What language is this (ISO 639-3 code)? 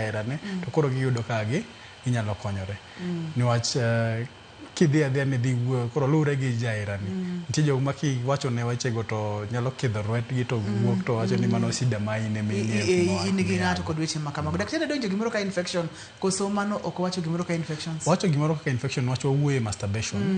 luo